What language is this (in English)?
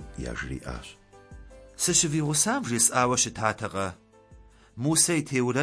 Kabardian